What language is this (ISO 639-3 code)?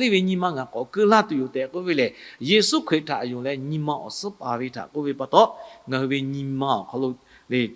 lhu